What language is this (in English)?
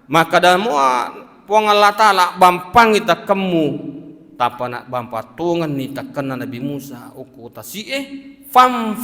Buginese